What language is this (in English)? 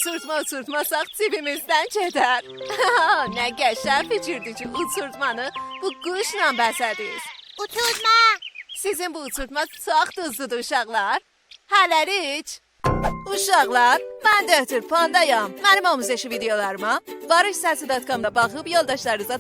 South Azerbaijani